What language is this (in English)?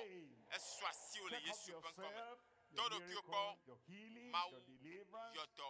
Ewe